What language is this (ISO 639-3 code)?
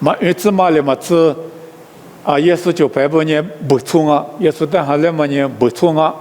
lis